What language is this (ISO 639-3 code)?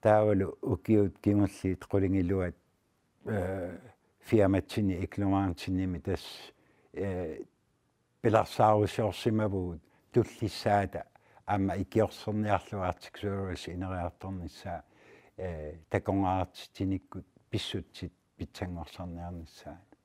kal